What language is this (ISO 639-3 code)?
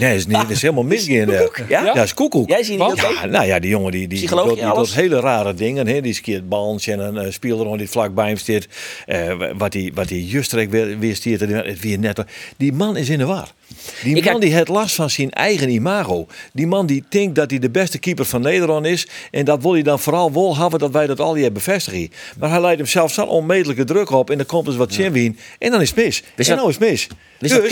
fry